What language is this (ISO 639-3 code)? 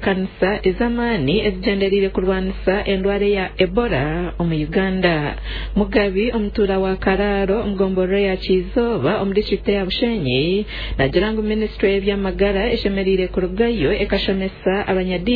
nyn